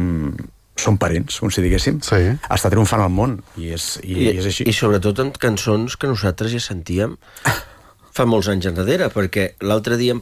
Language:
Catalan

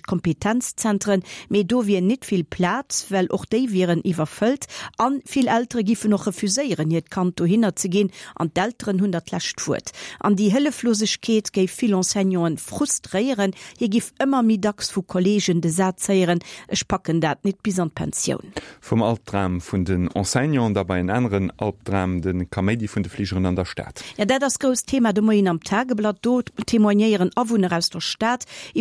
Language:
Luxembourgish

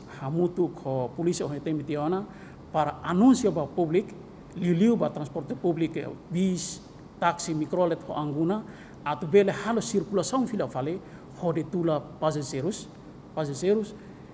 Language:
Tetum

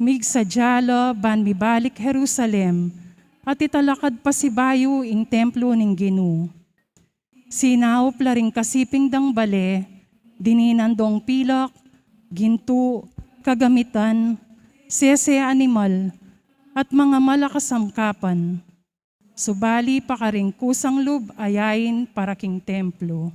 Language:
Pampanga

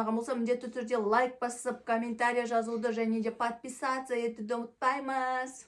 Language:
Kazakh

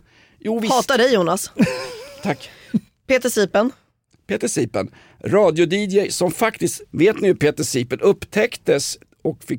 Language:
Swedish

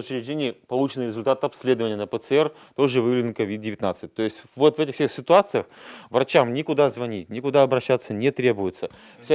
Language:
Russian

